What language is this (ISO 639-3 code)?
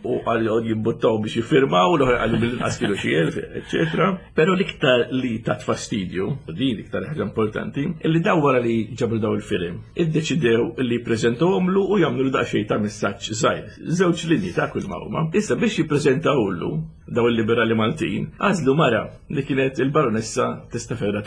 mlt